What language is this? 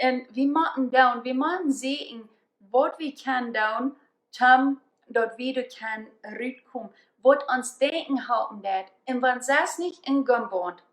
Plautdietsch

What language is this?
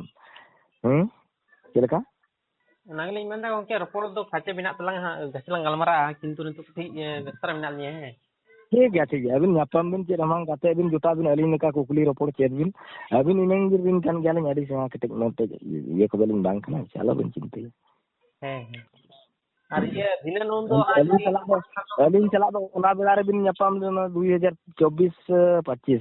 Santali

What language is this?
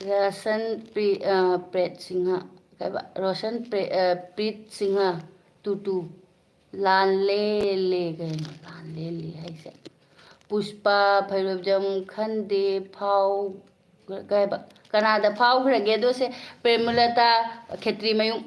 Manipuri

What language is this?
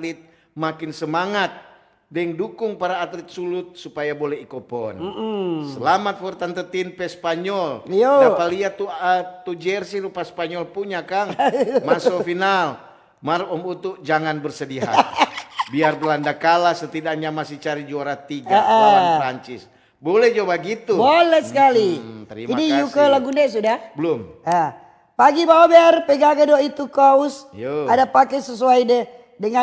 Manado Malay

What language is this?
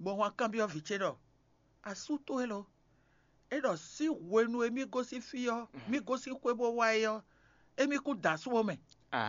Fon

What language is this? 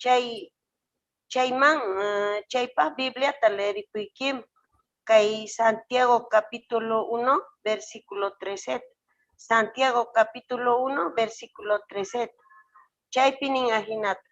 Quechua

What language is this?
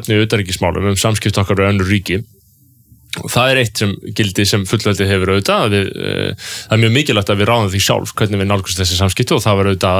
Icelandic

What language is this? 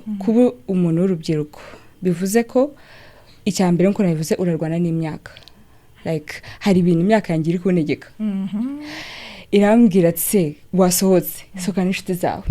Kinyarwanda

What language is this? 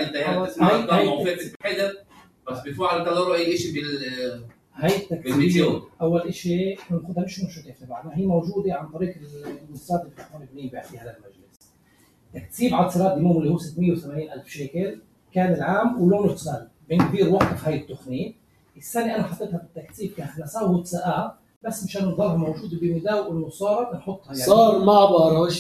North Levantine Arabic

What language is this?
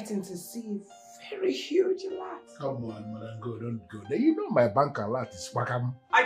Meru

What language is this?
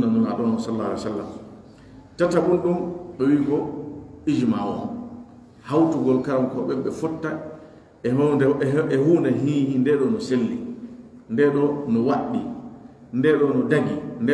Pular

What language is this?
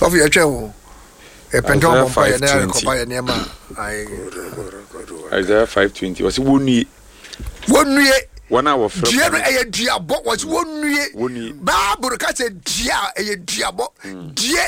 Akan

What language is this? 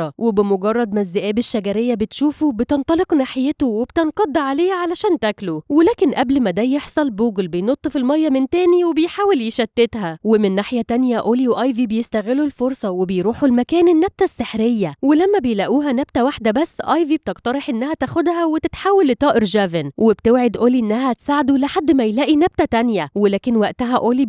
Egyptian Arabic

